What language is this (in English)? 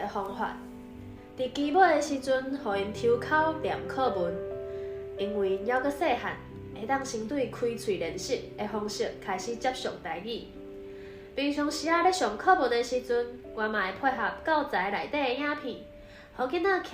Min Nan Chinese